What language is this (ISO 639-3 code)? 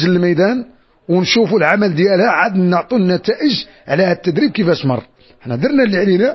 ary